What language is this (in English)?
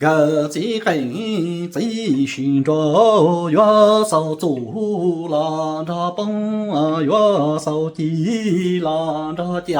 Hmong